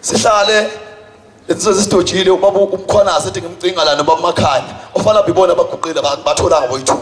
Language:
Zulu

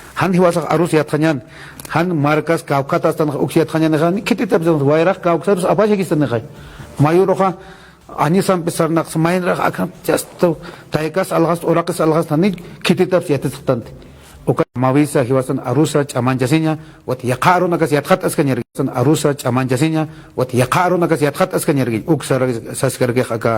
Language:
Aymara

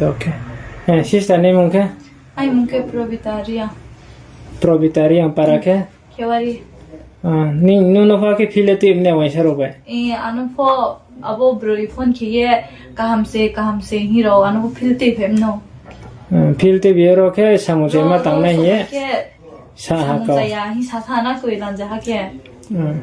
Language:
Riang (India)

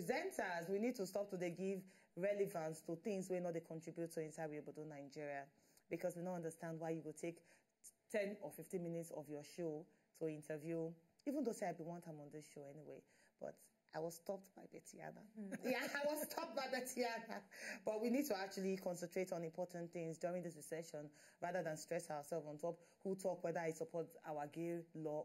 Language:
Nigerian Pidgin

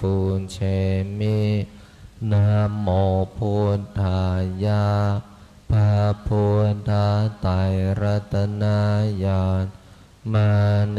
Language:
Pali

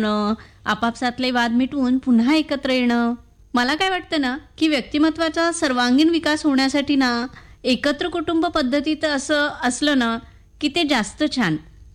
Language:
Marathi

